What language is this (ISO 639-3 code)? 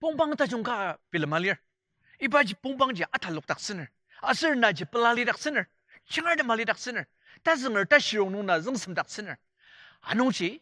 njo